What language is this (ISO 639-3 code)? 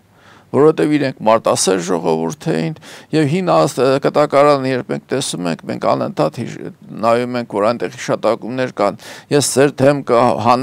hye